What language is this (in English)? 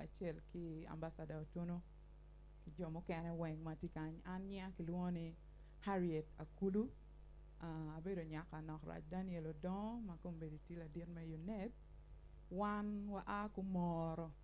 Acoli